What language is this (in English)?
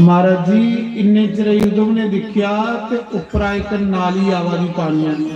Dogri